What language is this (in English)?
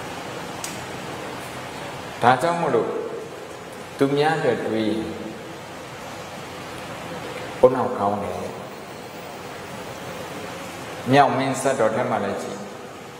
Burmese